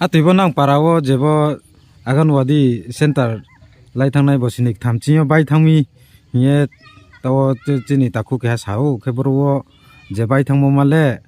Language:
Riang (India)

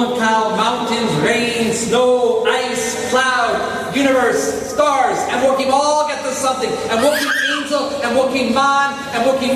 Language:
Tok Pisin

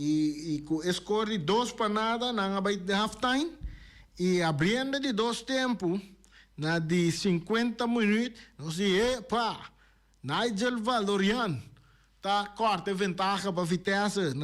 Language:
Papiamento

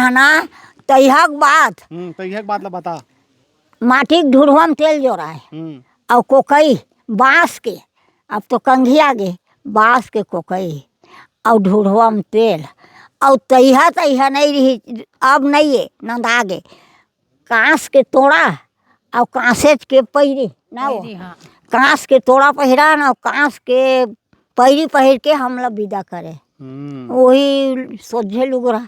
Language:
Chhattisgarhi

